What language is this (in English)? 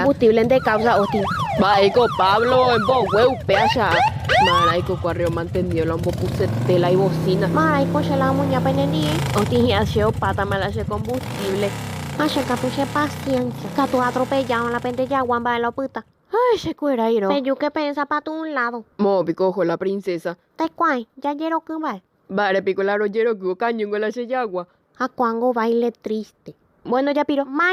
Guarani